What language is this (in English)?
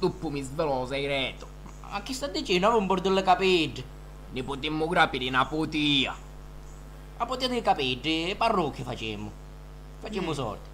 Sicilian